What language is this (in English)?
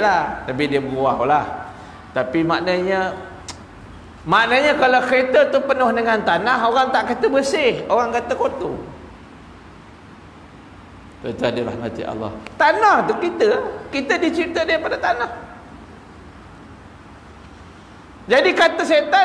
Malay